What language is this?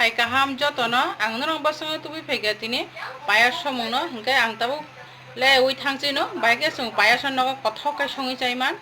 Kok Borok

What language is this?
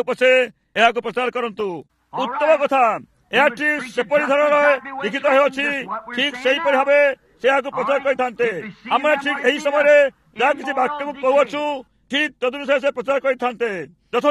Odia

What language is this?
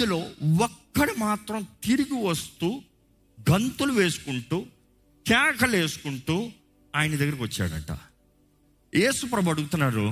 Telugu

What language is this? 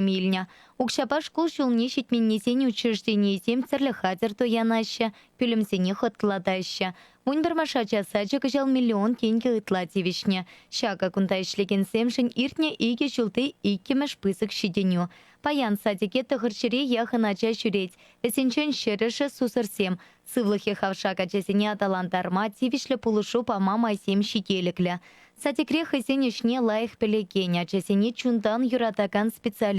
Chuvash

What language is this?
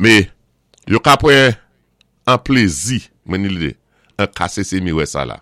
Saint Lucian Creole French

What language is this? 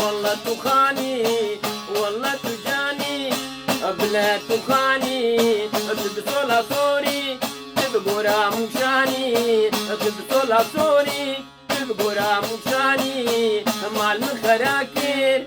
Kurdish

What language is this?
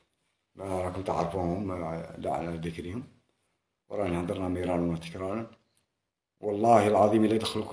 Algerian Arabic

